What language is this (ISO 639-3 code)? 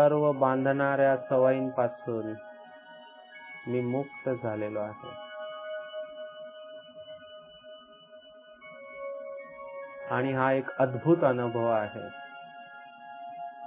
mar